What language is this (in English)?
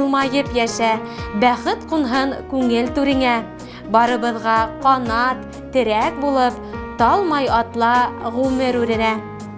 Bashkir